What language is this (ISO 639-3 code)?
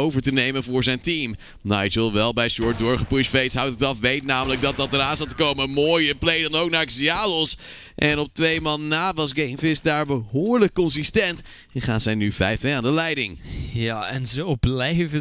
nld